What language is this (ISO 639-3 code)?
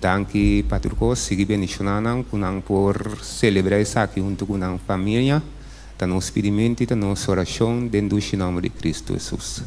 pap